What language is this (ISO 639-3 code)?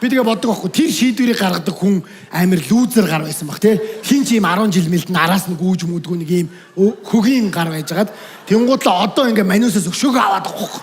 mon